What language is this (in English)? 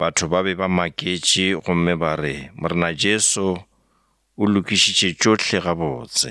Northern Sotho